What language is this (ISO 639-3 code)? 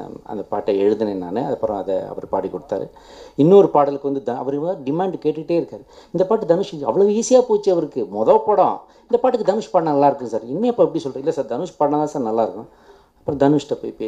tam